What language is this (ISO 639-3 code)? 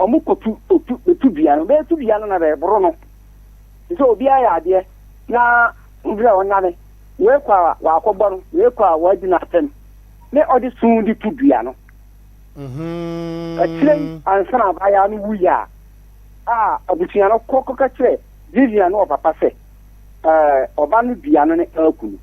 aka